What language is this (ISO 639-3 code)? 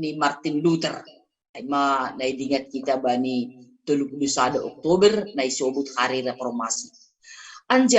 bts